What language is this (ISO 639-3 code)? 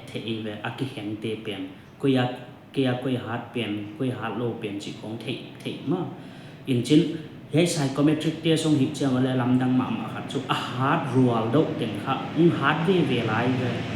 pck